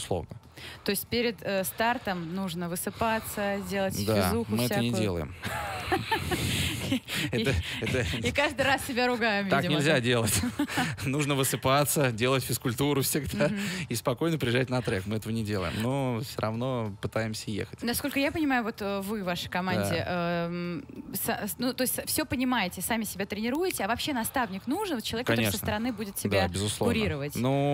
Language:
Russian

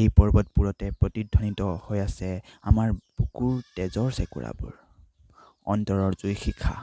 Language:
Assamese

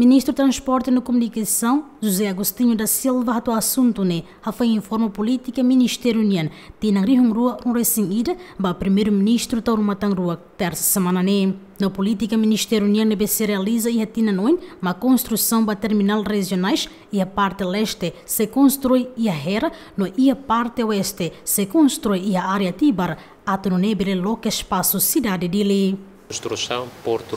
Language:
Tetum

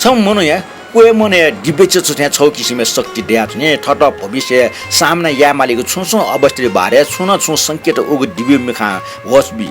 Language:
Newari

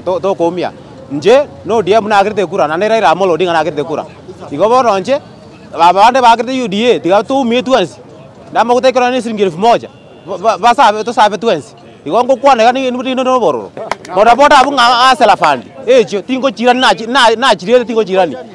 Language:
Gusii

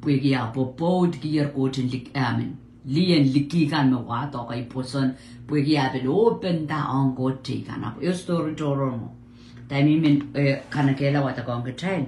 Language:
Pohnpeian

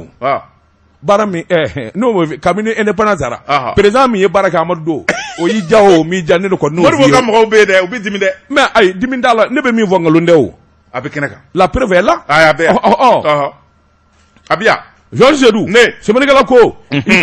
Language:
Bambara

